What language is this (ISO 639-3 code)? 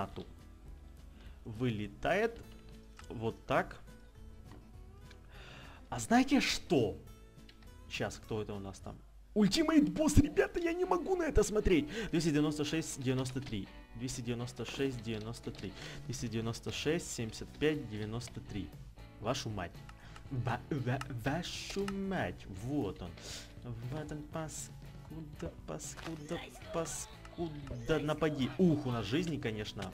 rus